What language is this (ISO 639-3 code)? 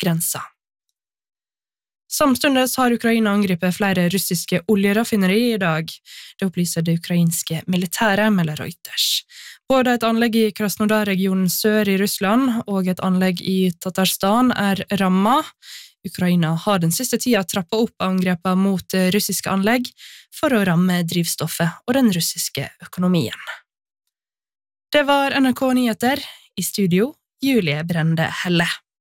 nor